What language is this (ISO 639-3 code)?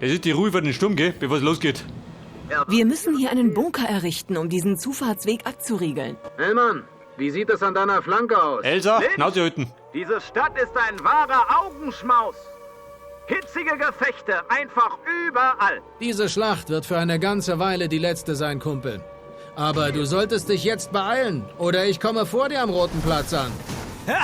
bar